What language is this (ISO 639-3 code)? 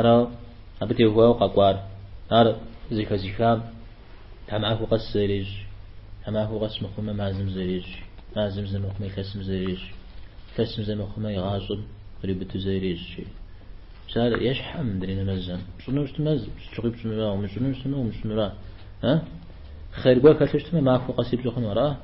kbd